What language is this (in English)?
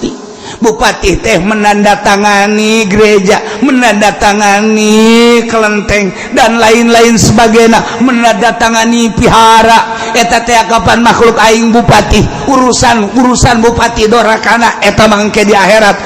Sundanese